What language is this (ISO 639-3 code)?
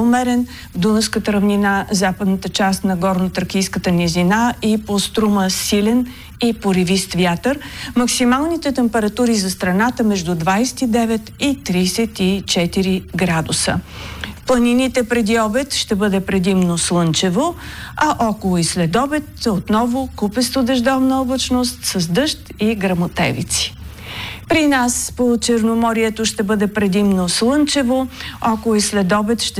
bul